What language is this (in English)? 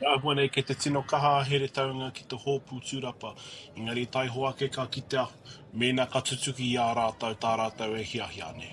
Māori